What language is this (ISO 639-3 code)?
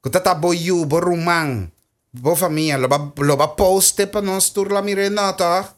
pap